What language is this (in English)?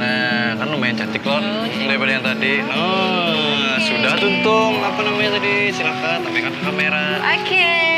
Banjar